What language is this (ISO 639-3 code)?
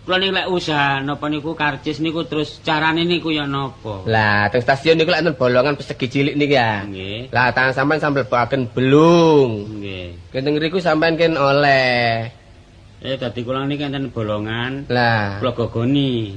jav